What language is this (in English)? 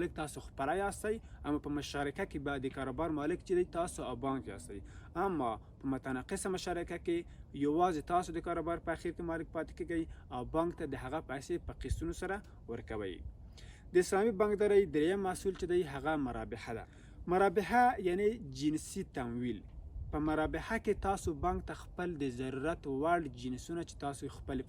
Pashto